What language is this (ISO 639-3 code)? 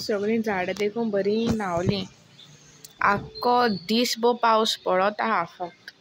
kok